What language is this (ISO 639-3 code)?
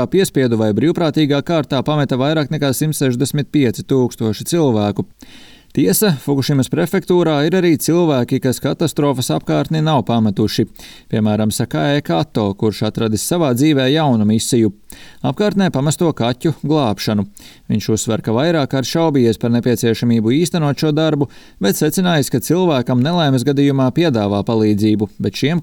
lav